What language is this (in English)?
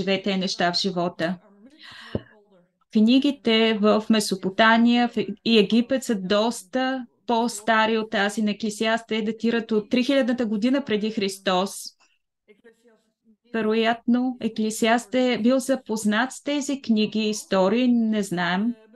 Bulgarian